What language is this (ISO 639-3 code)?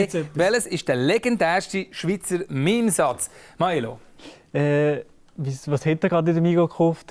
gsw